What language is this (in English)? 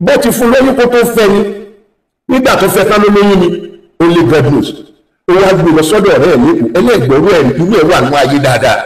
Yoruba